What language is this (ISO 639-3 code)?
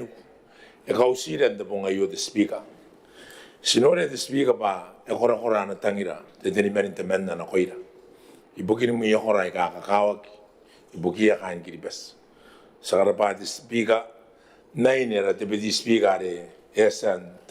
gil